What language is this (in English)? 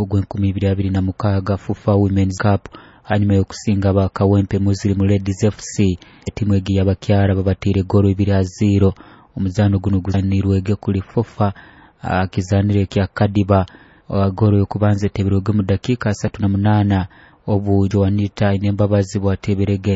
Nyoro